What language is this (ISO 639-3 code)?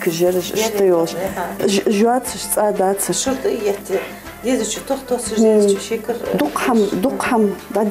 inh